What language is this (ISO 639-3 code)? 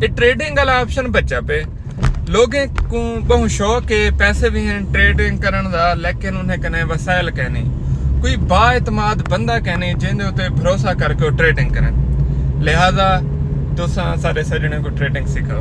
skr